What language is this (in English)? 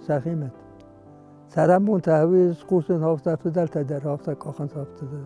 Ossetic